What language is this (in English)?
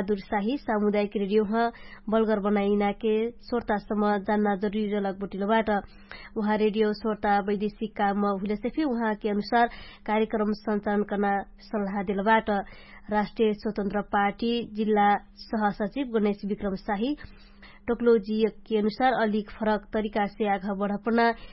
Dangaura Tharu